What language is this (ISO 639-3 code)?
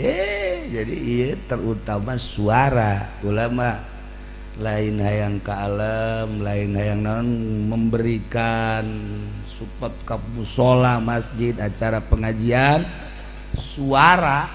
sun